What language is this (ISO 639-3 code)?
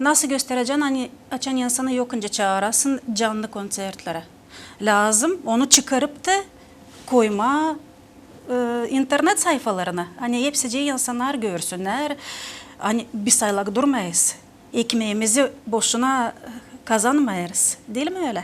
gag